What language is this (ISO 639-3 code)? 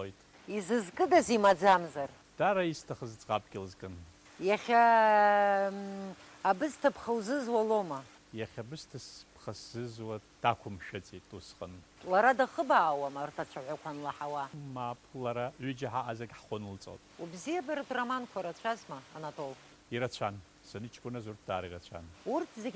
abk